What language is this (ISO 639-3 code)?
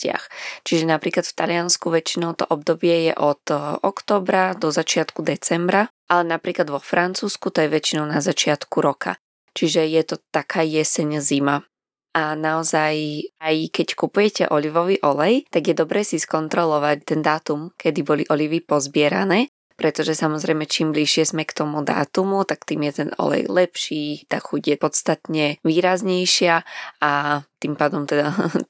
slk